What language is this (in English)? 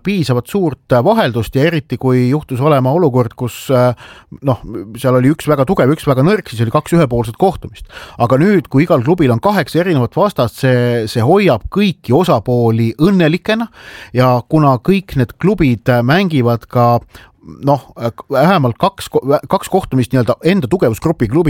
Estonian